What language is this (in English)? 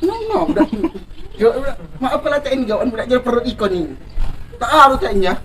Musi